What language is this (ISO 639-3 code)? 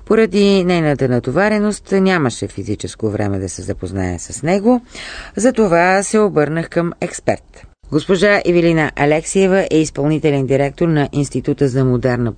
bul